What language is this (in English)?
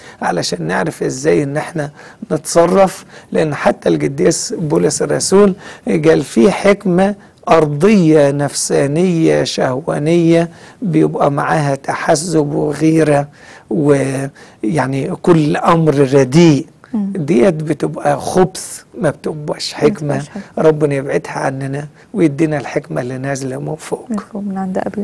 Egyptian Arabic